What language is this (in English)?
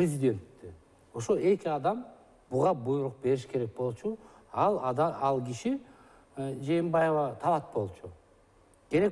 Kyrgyz